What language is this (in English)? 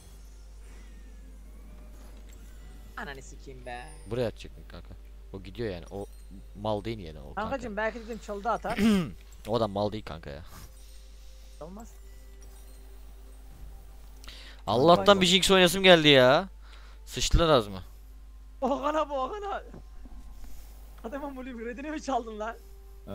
Turkish